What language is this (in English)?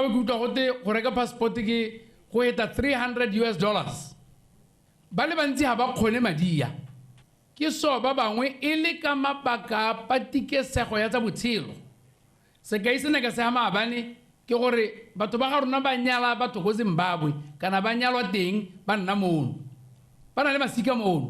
Tswana